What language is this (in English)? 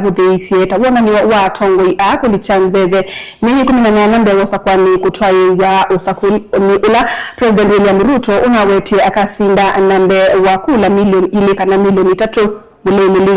Kamba